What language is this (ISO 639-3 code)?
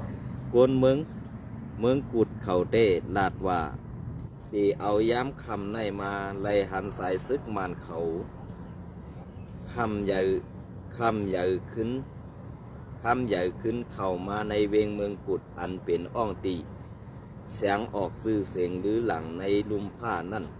shn